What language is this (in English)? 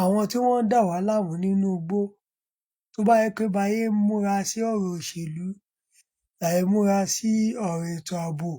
Yoruba